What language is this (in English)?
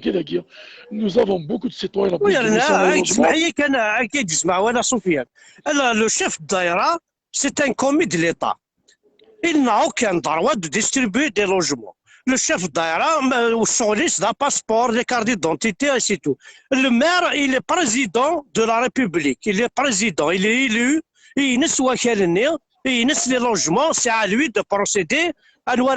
Kabyle